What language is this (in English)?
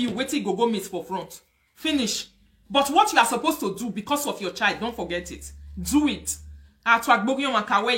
Nigerian Pidgin